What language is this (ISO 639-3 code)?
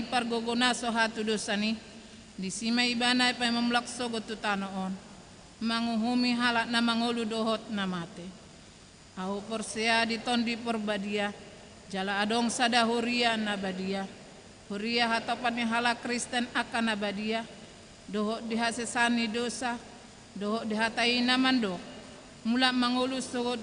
bbc